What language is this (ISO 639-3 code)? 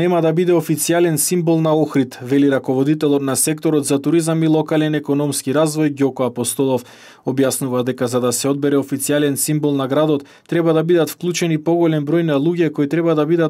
mkd